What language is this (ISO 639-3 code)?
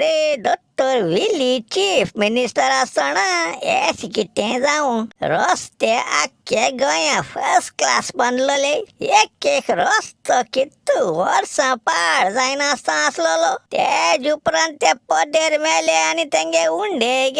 kok